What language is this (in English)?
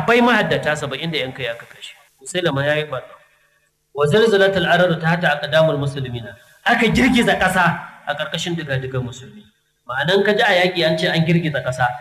Hausa